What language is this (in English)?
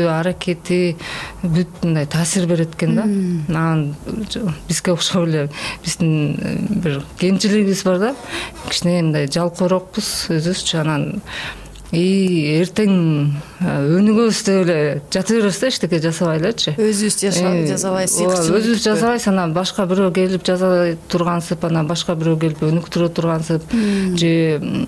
Kyrgyz